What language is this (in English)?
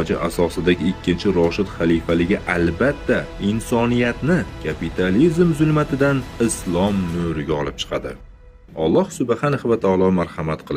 Uzbek